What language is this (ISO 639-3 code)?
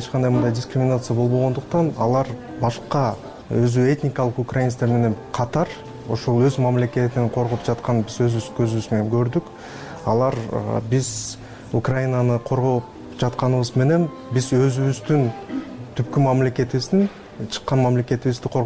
kir